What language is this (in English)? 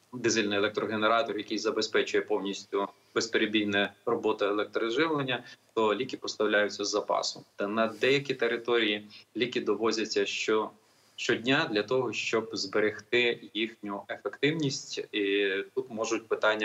Ukrainian